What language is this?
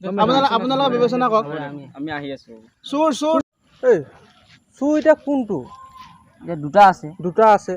Assamese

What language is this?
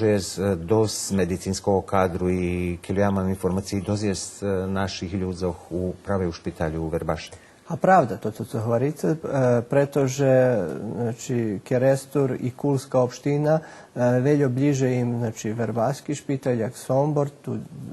Rusyn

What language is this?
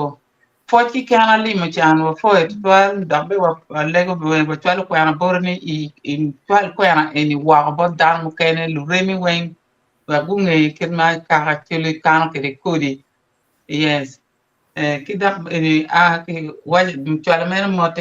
Acoli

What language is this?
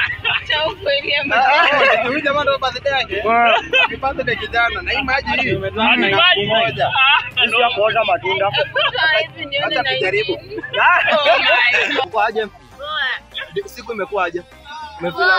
Swahili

